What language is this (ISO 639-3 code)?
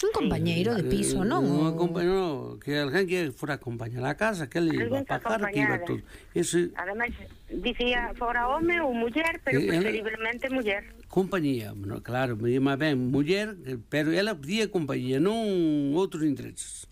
glg